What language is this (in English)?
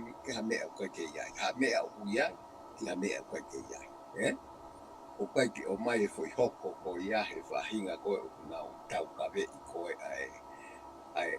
Tongan